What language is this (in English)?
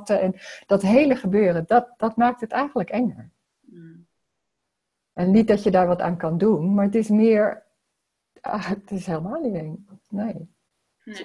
Dutch